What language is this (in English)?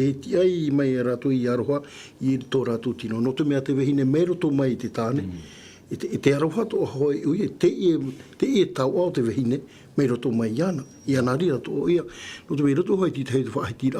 Tahitian